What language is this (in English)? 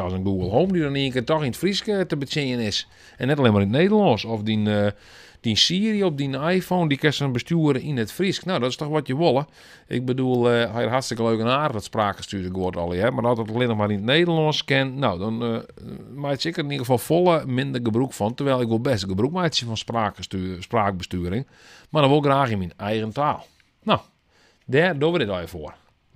Western Frisian